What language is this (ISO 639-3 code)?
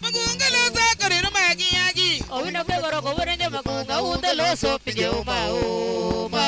luo